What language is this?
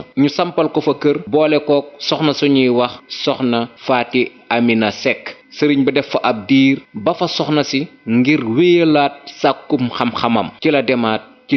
Wolof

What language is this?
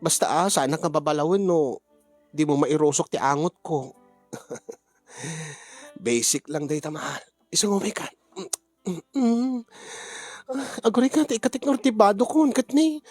Iloko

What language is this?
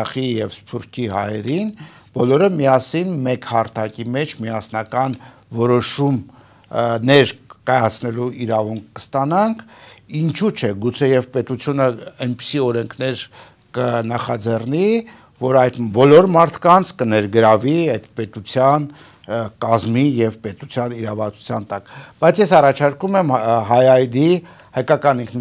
Armenian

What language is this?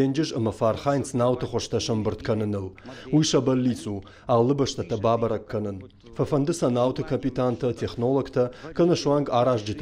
Ossetic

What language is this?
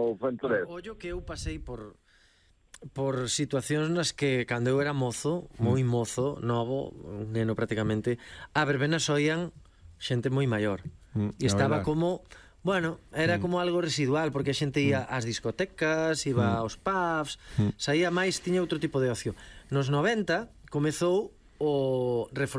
Galician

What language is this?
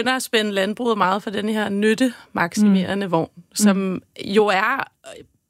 Danish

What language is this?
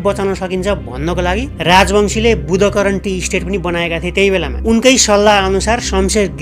Nepali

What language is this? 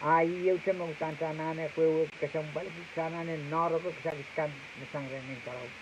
Pohnpeian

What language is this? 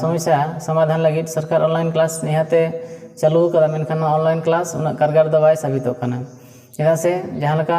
Santali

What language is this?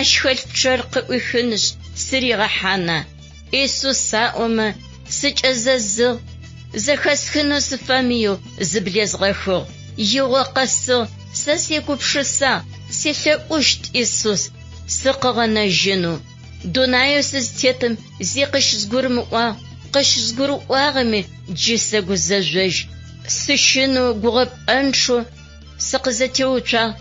Adyghe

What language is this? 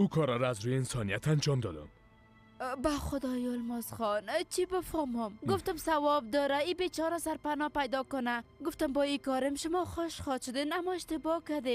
Persian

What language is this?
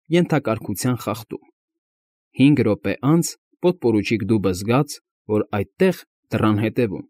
Armenian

